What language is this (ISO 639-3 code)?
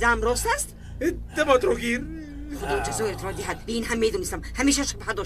tgk